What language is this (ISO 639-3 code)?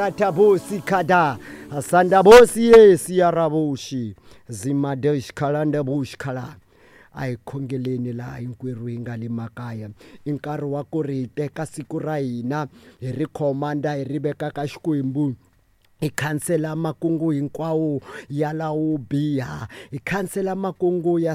tso